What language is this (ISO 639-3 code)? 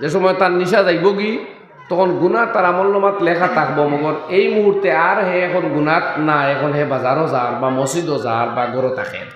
syl